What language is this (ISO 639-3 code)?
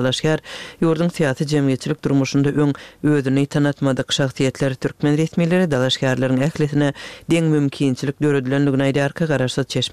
kir